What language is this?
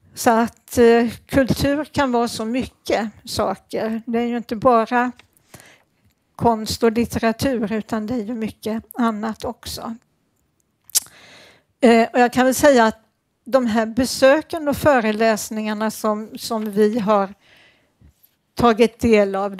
Swedish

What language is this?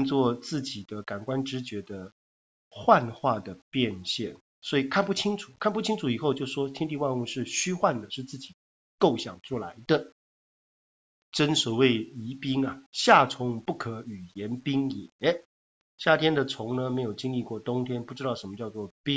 Chinese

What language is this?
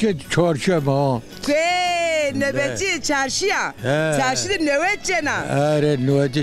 Zaza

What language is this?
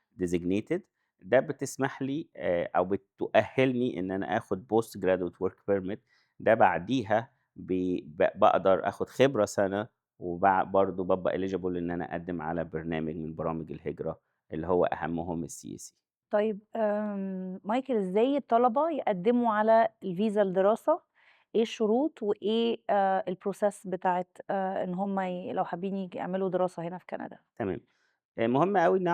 Egyptian Arabic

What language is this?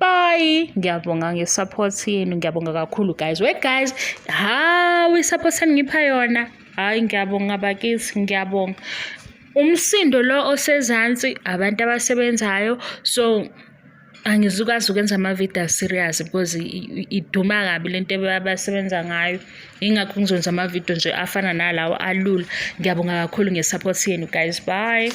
Zulu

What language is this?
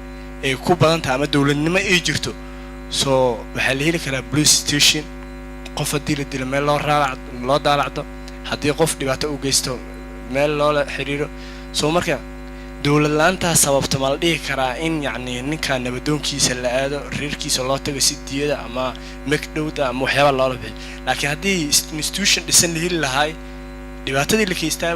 Somali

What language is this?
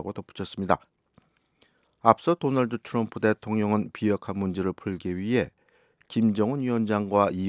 Korean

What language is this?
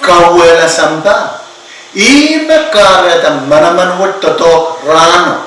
Pohnpeian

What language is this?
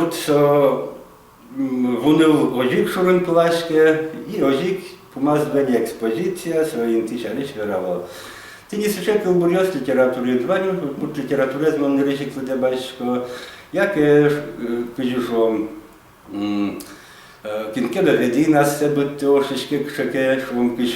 Udmurt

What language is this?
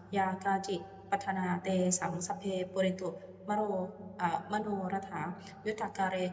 Pali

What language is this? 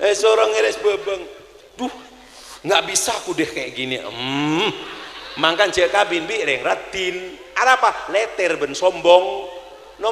Madurese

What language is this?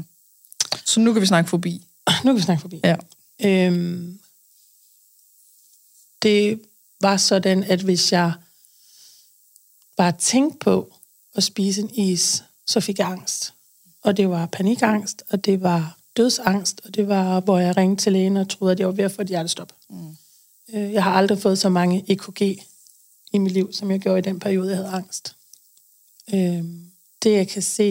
Danish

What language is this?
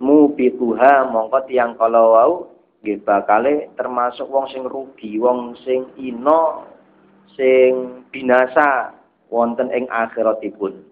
Javanese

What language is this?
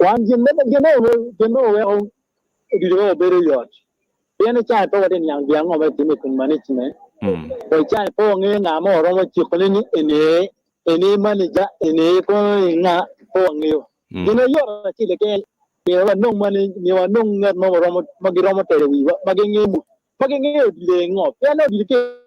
Acoli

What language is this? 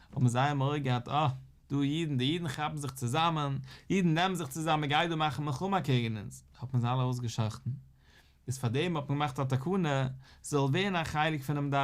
Yiddish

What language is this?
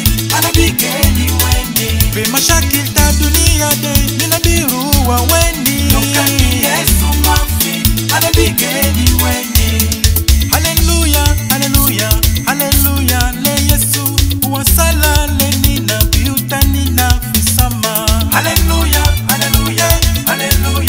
Swahili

